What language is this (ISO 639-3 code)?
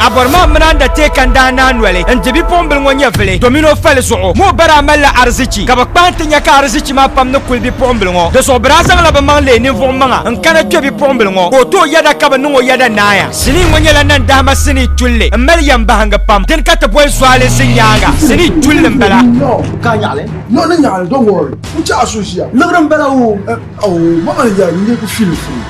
dag